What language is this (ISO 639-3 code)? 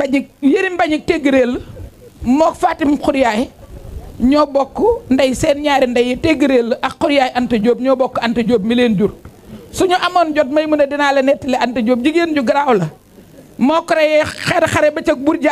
wol